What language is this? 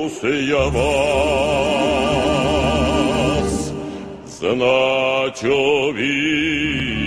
Czech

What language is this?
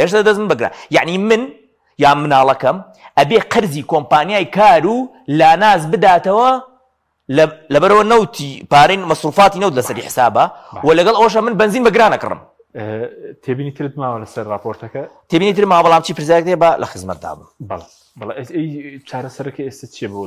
Central Kurdish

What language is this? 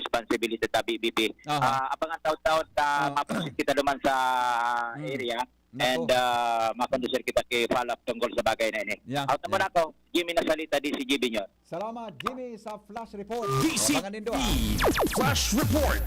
Bikol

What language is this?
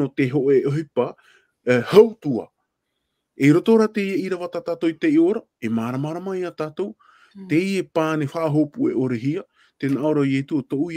Tahitian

